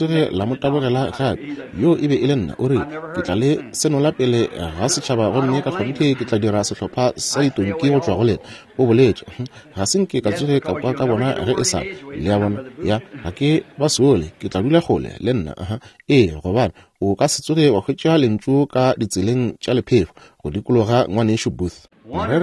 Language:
Northern Sotho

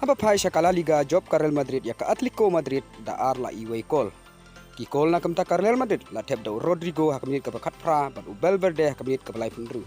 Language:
Khasi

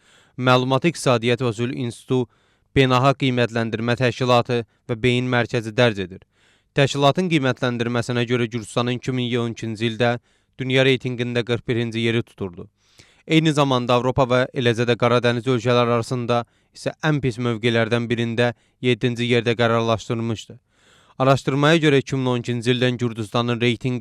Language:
Azerbaijani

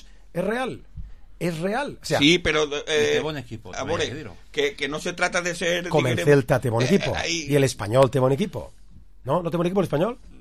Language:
Catalan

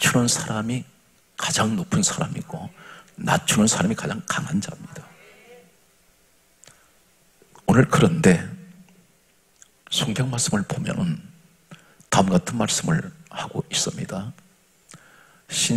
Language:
Korean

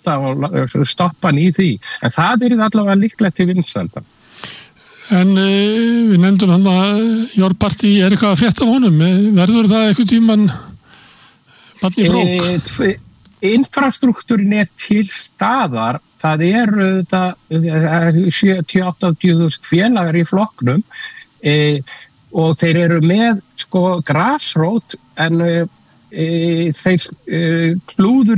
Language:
Icelandic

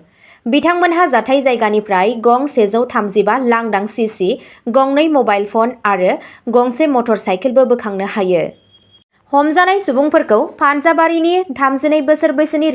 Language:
Bodo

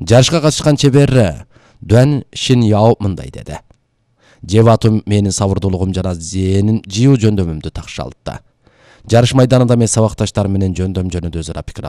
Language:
Kyrgyz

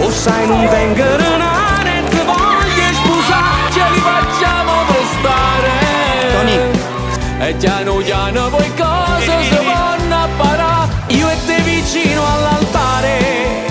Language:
Neapolitan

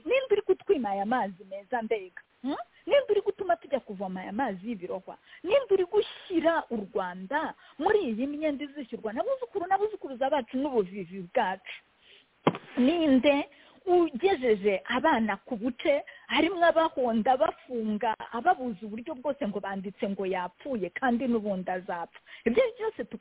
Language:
Kinyarwanda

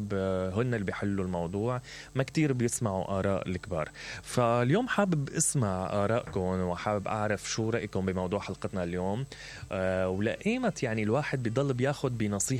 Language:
Mesopotamian Arabic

